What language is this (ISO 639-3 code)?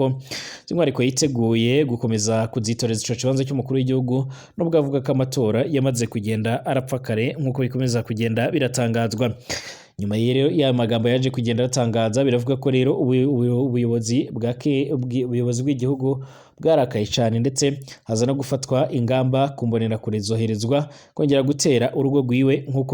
run